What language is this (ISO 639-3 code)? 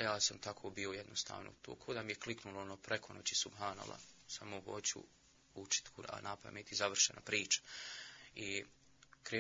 bos